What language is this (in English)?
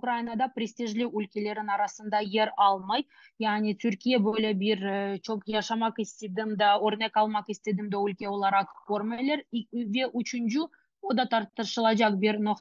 Crimean Tatar